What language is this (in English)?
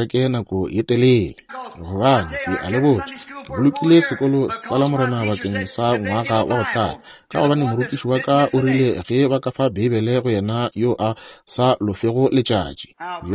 Northern Sotho